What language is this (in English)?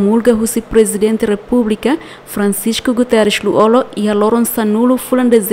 Tetum